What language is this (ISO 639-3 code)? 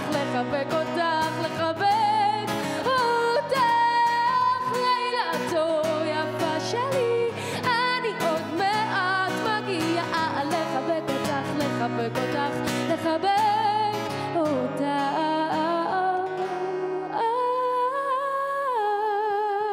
heb